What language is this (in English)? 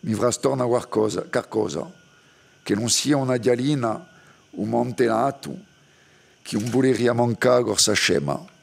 Corsican